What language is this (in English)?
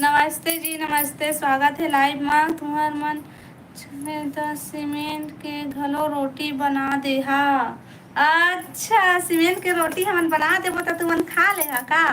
Chhattisgarhi